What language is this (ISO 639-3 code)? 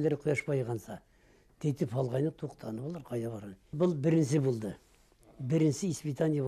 bak